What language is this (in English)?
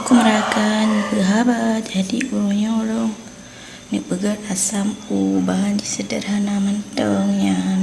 Achinese